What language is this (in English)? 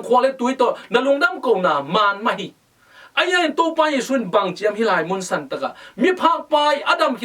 Tedim Chin